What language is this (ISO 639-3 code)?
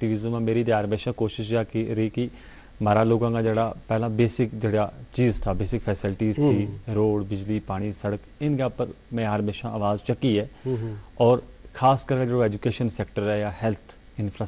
gju